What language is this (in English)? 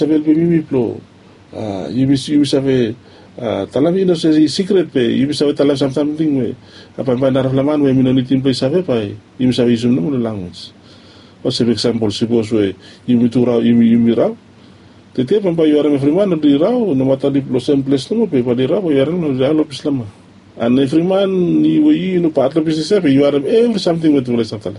Bislama